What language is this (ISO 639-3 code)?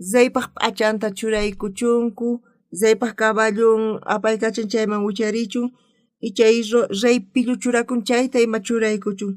quh